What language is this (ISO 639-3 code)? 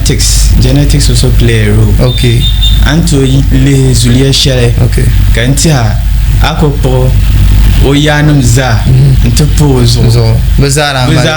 dag